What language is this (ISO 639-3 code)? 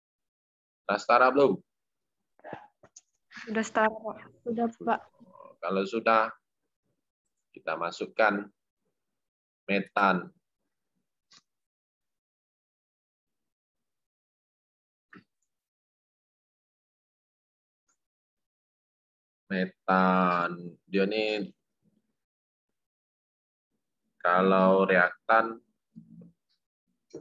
ind